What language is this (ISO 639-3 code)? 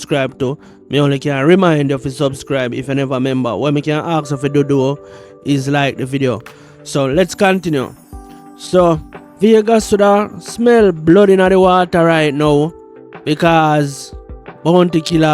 jam